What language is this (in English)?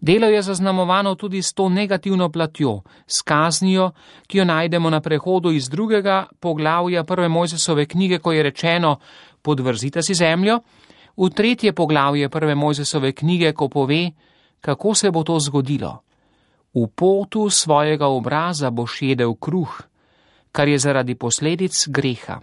Slovenian